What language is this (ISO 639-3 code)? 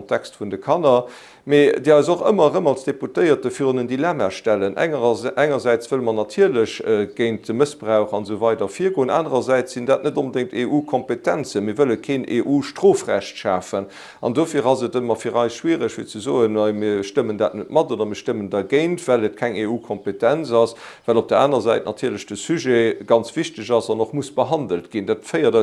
ltz